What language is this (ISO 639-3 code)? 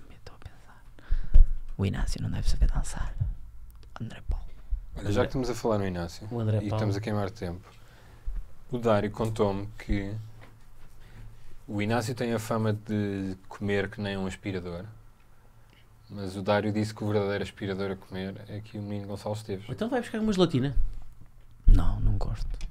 por